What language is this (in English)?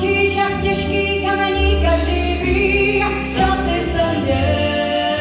Czech